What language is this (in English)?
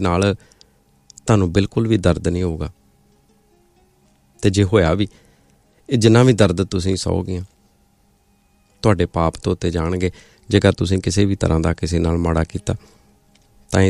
Punjabi